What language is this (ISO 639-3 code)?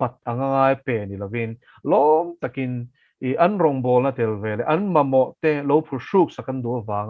lus